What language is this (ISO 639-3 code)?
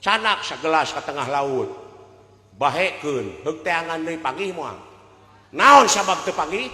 sun